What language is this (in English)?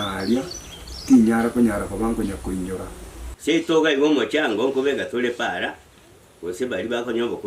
Gusii